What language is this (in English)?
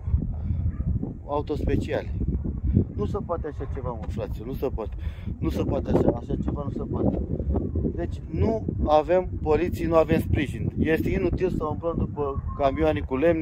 Romanian